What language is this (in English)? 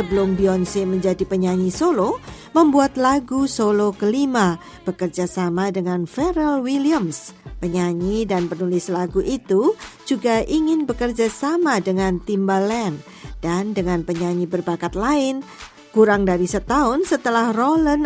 Indonesian